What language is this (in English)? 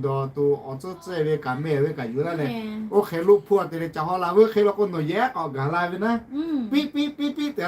Lahu